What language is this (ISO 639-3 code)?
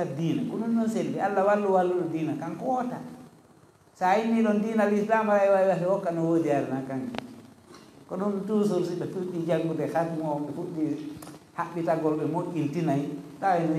ful